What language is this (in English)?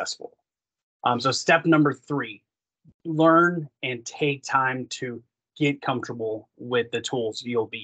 English